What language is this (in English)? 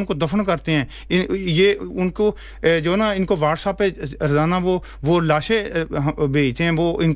Urdu